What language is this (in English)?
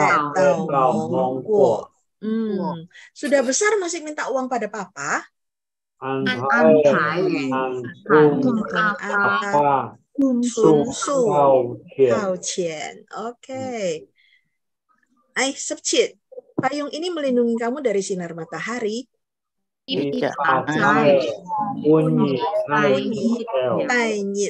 Indonesian